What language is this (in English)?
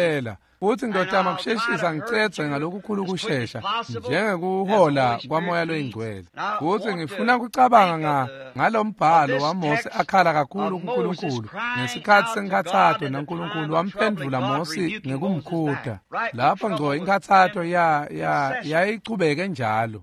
Swati